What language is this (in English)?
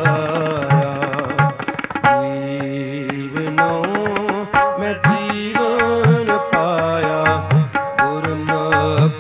Punjabi